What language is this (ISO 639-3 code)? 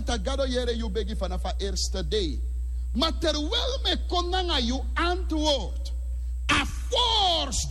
srn